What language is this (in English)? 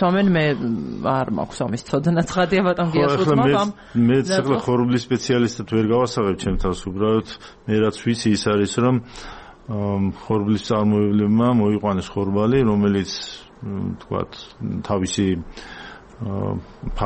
Georgian